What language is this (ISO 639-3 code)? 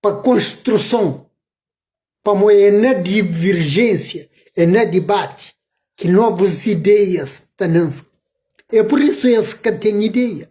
kea